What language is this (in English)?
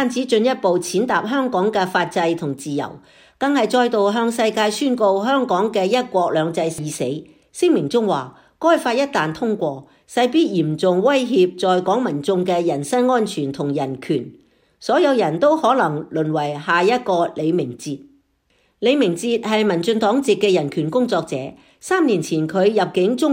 Cantonese